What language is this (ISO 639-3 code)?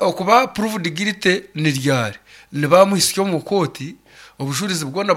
nyn